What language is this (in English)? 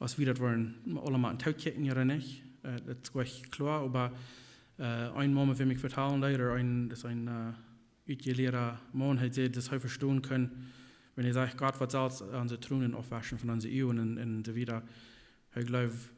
Plautdietsch